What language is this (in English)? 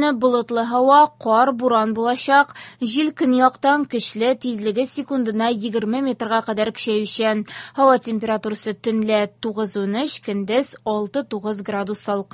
Tatar